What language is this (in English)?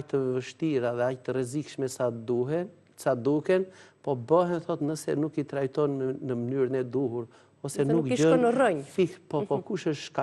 Albanian